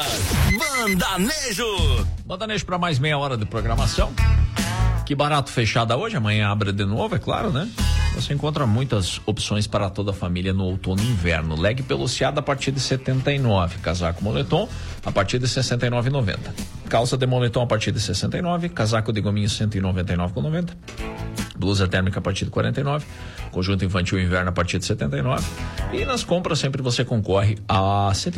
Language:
Portuguese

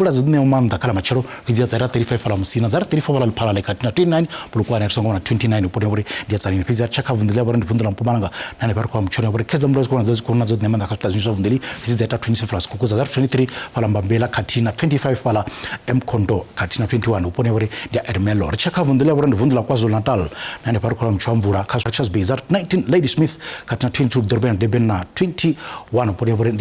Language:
Venda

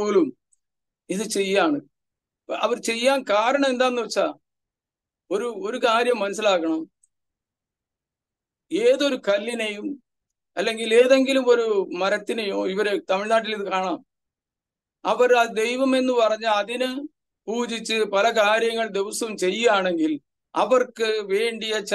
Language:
Malayalam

